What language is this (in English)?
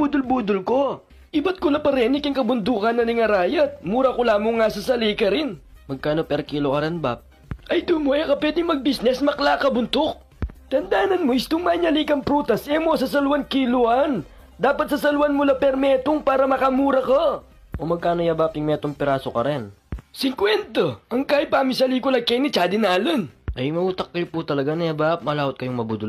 Pampanga